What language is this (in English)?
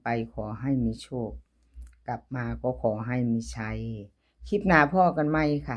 Lao